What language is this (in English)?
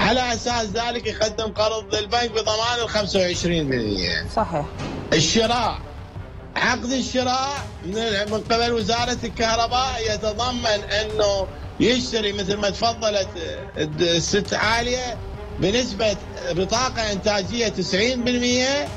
Mesopotamian Arabic